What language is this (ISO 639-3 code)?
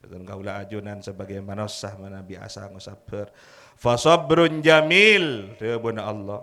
mad